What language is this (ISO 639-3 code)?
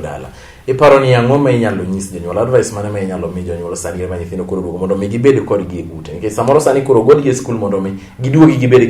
luo